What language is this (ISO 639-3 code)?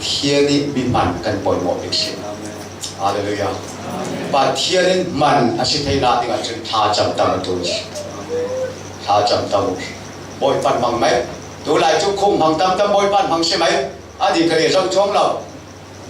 cfm